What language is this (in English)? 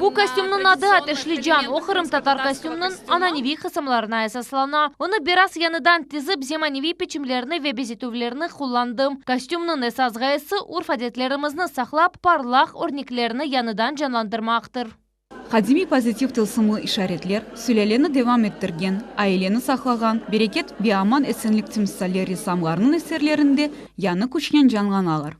Crimean Tatar